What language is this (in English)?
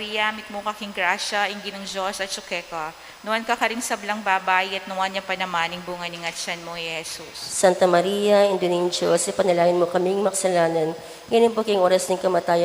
Pampanga